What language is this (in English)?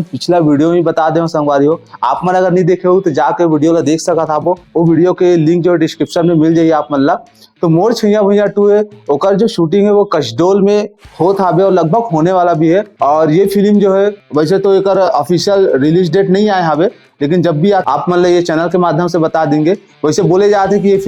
Chhattisgarhi